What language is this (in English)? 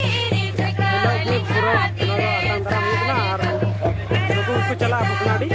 Santali